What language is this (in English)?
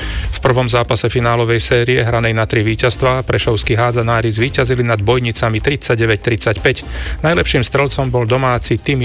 Slovak